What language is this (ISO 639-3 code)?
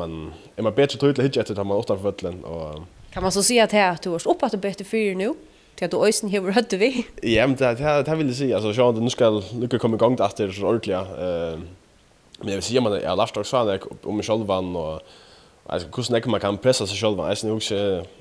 fao